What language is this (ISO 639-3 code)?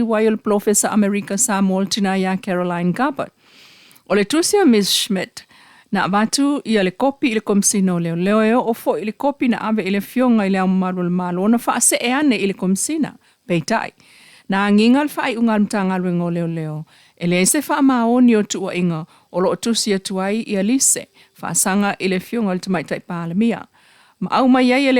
smo